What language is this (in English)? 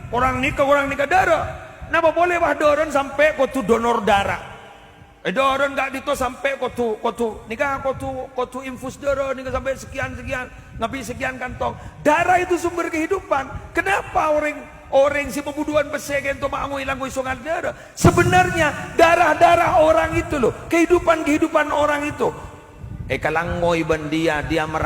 Madurese